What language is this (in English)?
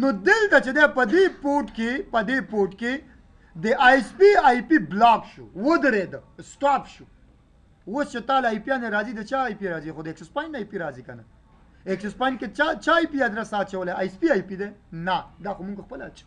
Pashto